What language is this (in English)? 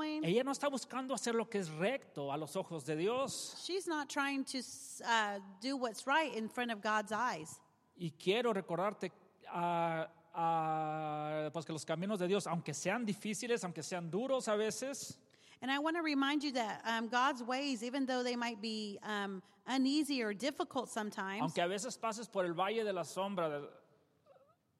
Spanish